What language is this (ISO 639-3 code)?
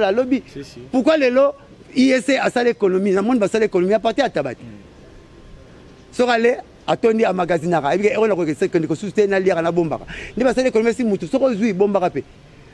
lin